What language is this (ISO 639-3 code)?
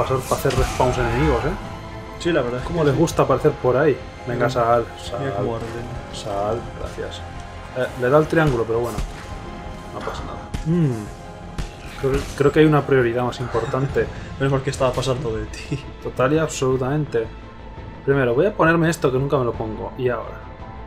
spa